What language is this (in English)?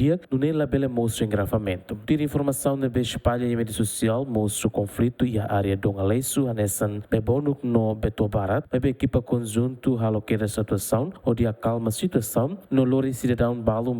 Tetum